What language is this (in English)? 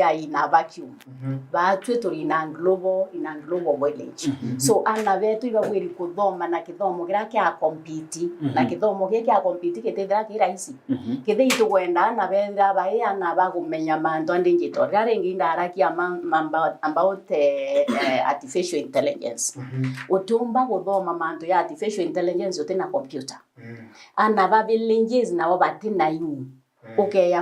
Meru